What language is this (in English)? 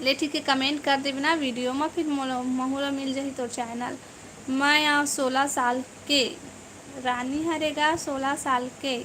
Chhattisgarhi